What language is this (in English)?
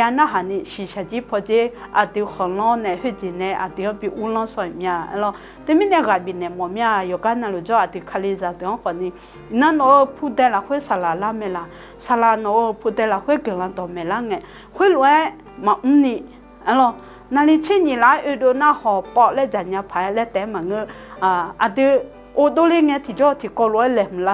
Akha